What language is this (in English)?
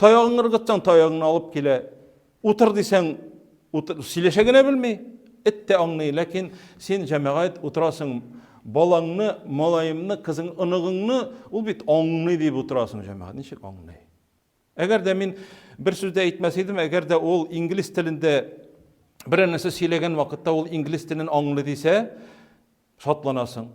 Tatar